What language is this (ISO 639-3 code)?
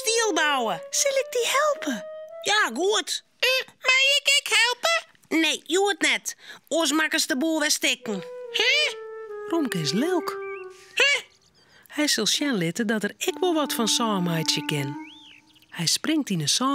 fry